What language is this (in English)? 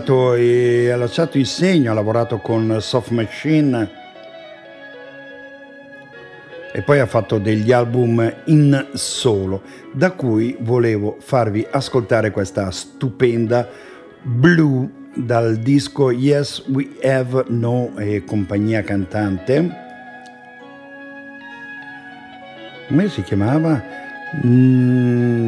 Italian